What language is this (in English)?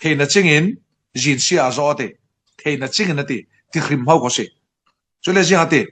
Falam Chin